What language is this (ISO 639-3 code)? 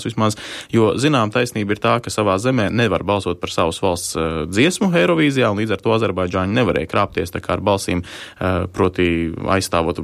lav